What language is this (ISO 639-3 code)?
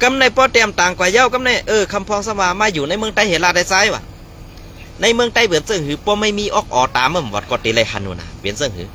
shn